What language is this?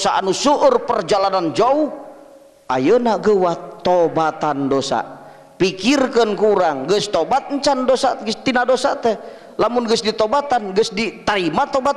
Sundanese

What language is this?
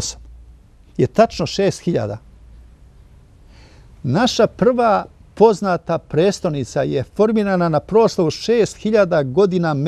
Serbian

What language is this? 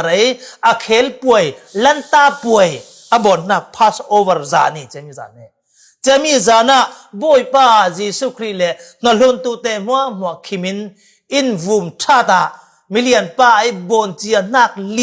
Falam Chin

